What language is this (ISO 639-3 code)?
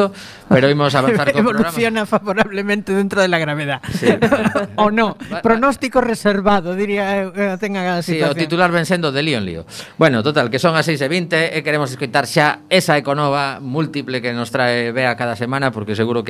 glg